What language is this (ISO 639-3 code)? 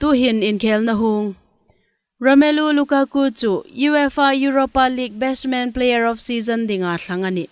hmr